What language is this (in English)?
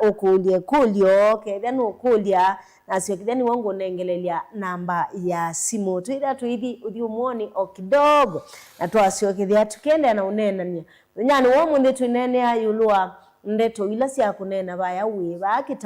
Kamba